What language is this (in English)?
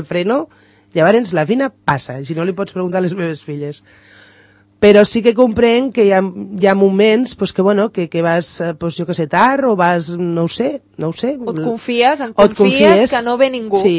Catalan